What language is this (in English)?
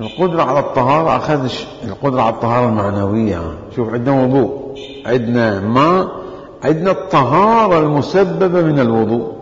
Mesopotamian Arabic